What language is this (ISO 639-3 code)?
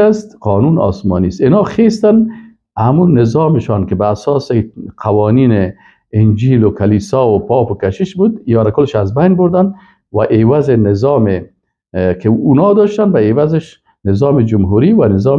fas